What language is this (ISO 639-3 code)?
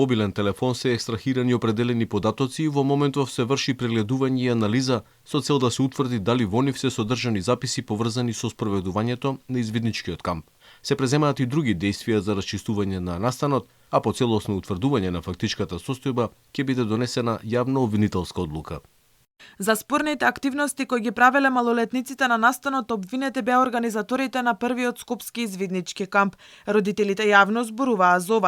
mkd